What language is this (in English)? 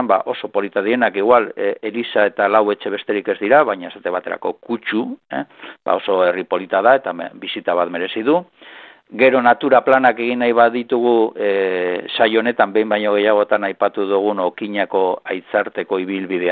Basque